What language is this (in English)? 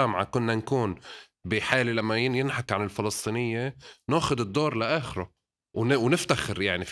North Levantine Arabic